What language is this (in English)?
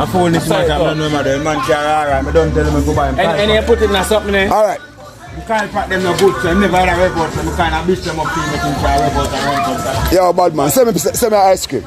Jamaican Creole English